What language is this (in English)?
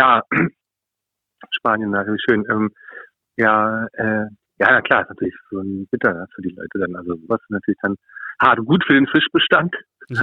German